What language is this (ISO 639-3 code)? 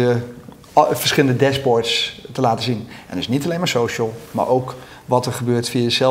nld